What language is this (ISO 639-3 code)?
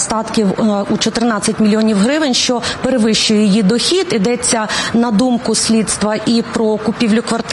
ukr